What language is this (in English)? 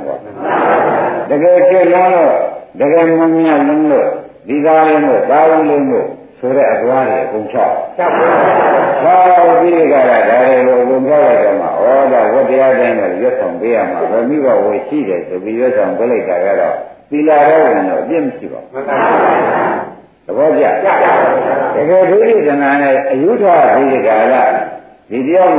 Burmese